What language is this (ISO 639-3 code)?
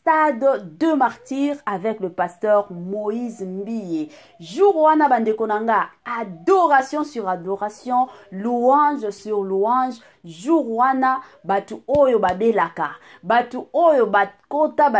lin